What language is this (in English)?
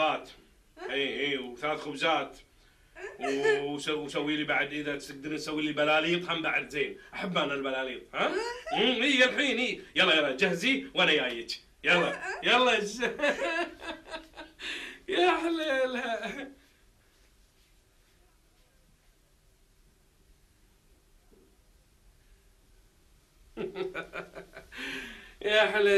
Gulf Arabic